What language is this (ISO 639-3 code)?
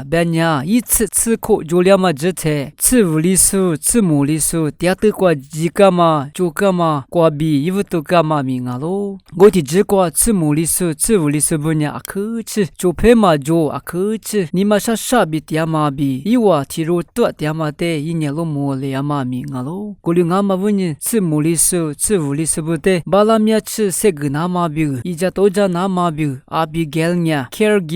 lis